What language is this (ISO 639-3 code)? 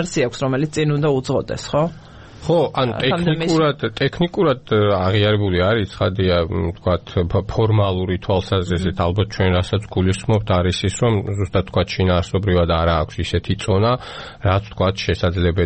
kat